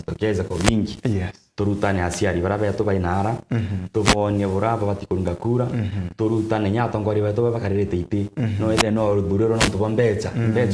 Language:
Meru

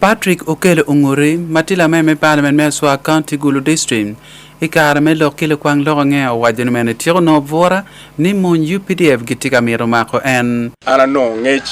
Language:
Acoli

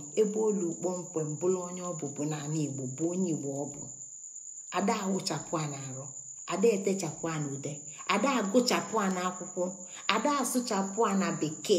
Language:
Igbo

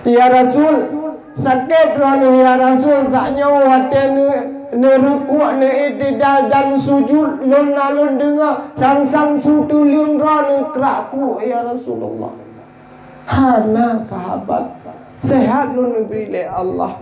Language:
Achinese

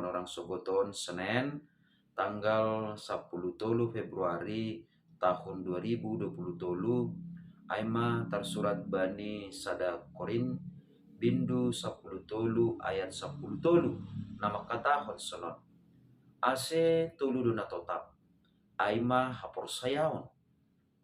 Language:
Batak Simalungun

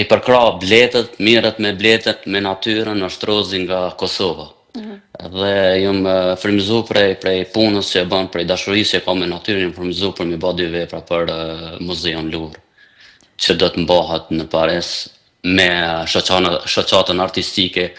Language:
Albanian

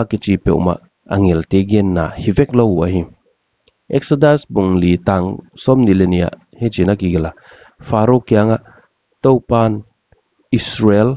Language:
Paite Chin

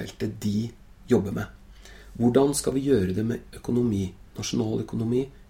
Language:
Norwegian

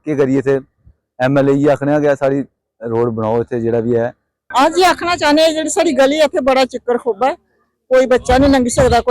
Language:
Dogri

